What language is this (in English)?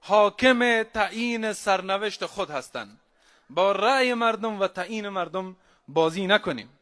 Persian